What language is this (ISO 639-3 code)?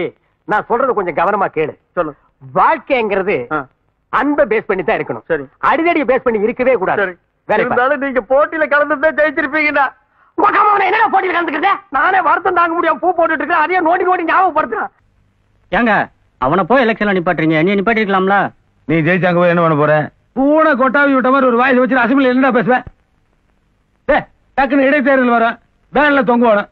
tam